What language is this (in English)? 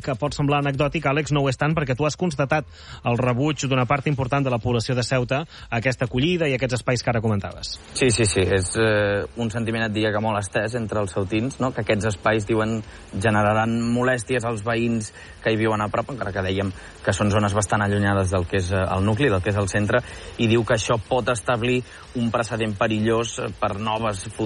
Catalan